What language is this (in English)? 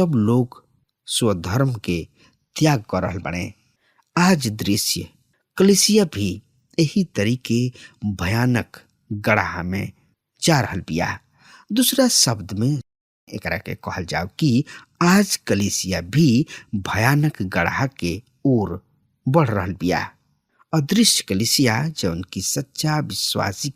Bhojpuri